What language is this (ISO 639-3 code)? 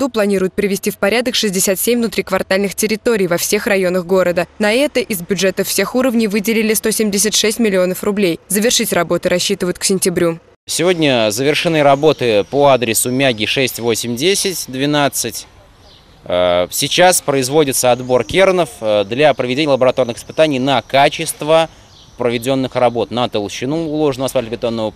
rus